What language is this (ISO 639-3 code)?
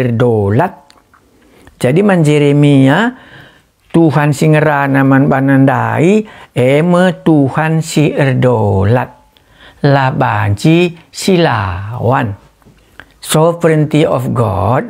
btx